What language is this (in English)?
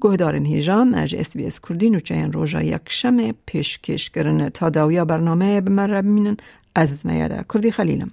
Kurdish